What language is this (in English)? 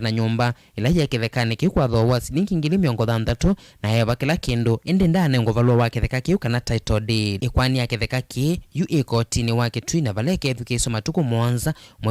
Kamba